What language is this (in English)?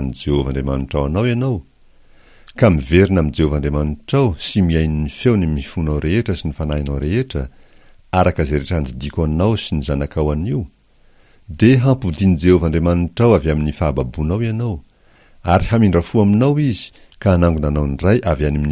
Malagasy